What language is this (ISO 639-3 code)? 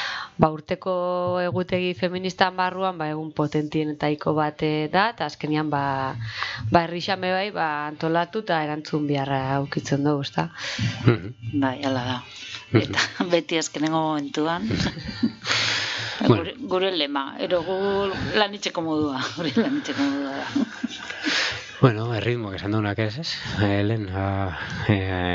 eus